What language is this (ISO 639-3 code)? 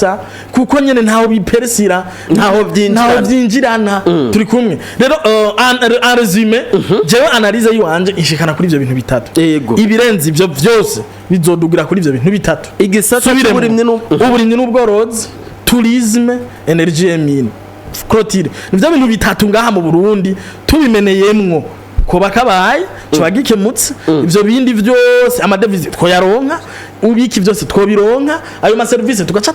run